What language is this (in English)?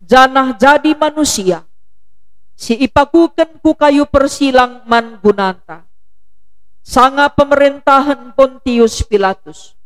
Batak Karo